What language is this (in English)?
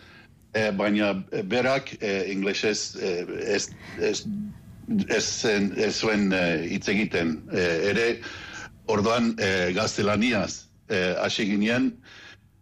Basque